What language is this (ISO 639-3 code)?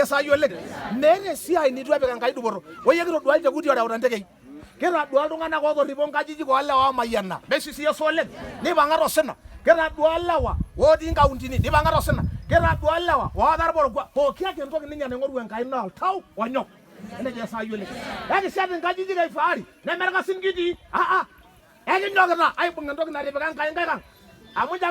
mas